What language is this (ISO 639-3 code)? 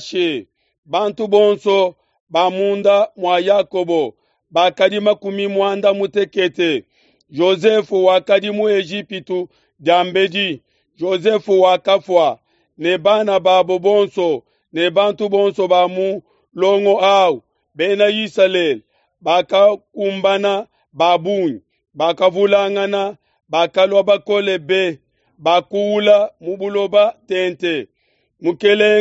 lua